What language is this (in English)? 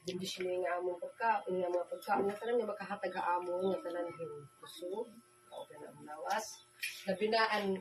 Waray